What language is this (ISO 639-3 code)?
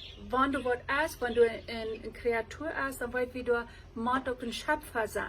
pdt